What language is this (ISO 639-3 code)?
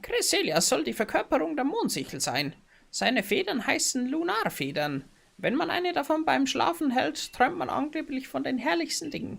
bar